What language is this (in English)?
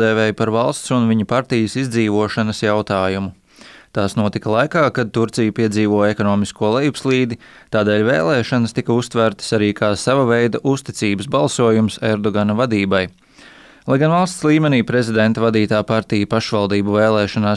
Latvian